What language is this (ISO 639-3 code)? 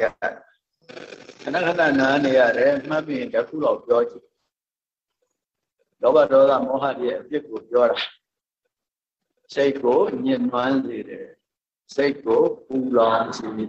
mya